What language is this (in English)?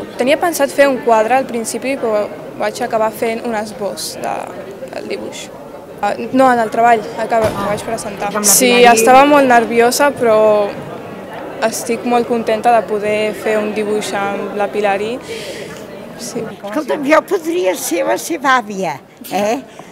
Catalan